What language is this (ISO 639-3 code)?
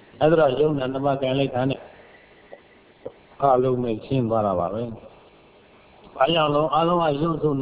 mya